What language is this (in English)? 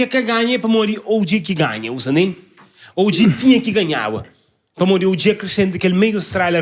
Kabuverdianu